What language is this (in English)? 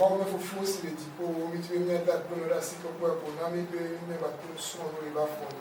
Ewe